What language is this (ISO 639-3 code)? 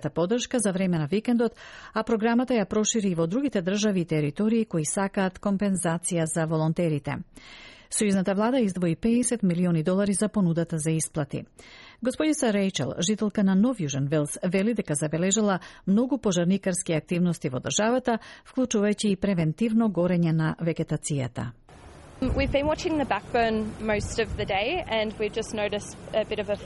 mkd